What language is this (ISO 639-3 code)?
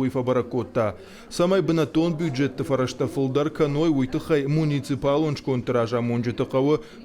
oss